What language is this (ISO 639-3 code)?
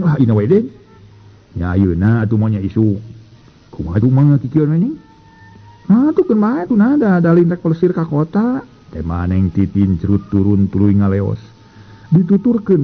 sun